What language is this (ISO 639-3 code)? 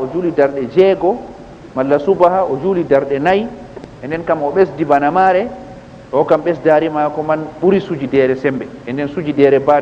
ful